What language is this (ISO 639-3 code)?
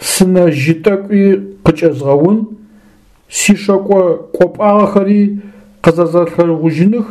ady